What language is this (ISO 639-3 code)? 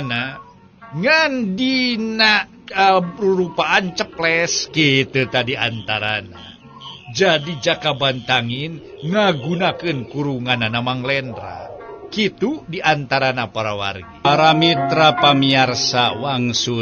sun